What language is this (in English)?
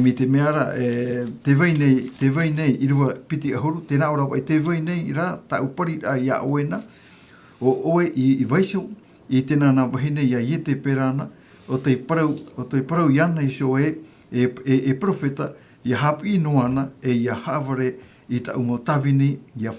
Tahitian